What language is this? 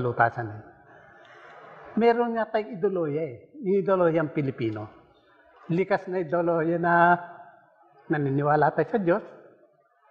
Filipino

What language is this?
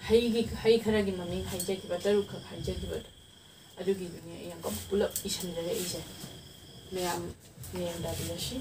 Manipuri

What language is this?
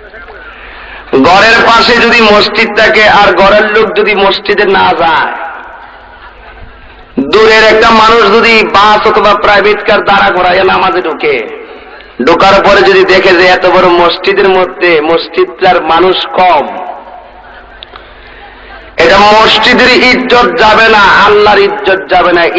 Bangla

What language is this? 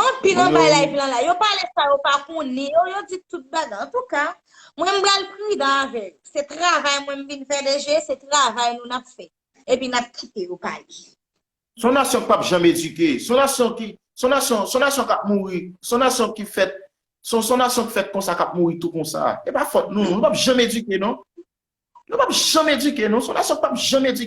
Haitian Creole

